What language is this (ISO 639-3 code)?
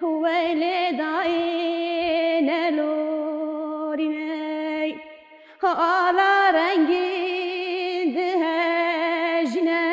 kur